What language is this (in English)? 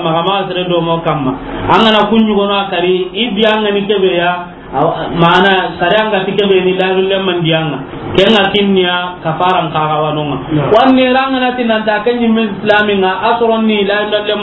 Soninke